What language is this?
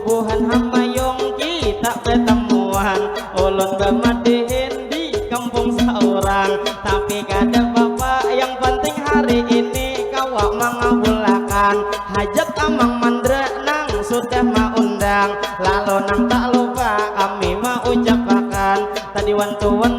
Banjar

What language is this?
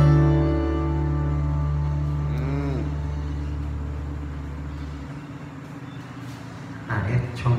Thai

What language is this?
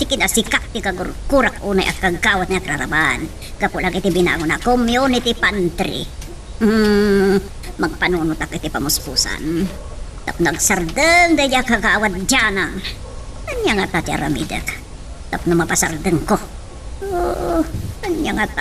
Iloko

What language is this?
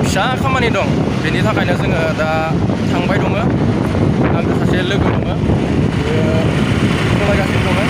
Bodo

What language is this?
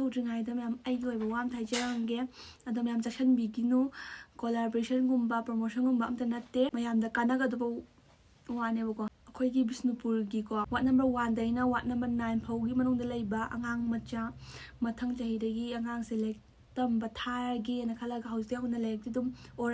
Manipuri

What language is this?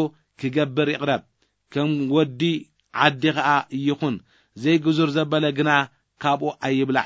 Tigrinya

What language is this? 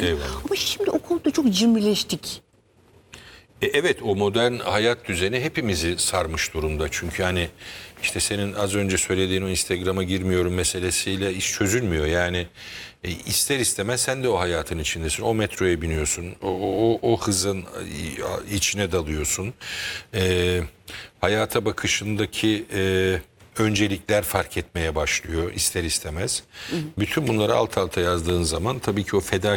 Turkish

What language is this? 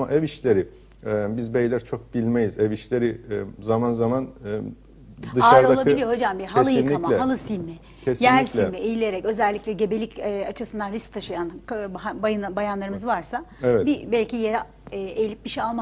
Turkish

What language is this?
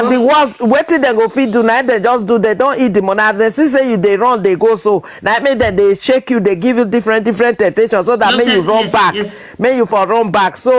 Nigerian Pidgin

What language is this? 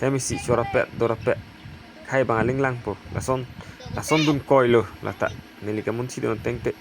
Karbi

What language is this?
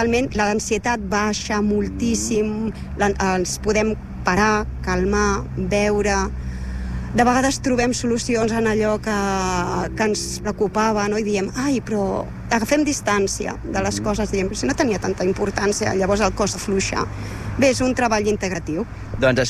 Catalan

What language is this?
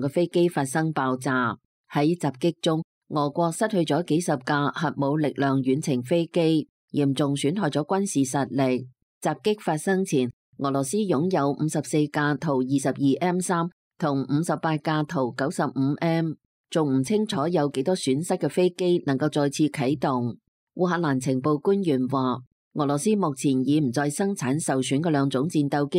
Cantonese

